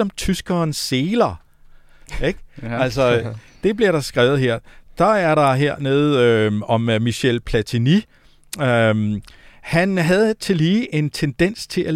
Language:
Danish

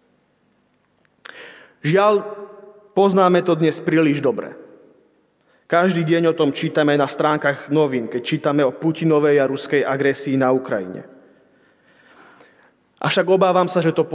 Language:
Slovak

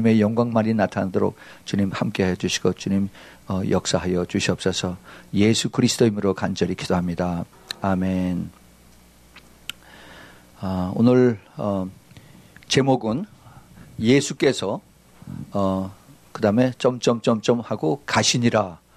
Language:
Korean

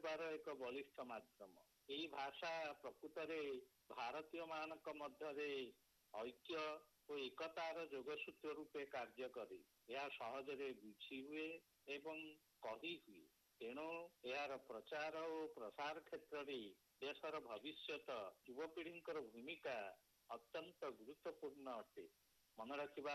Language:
Odia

